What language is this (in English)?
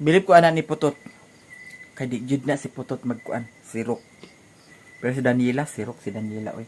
Cebuano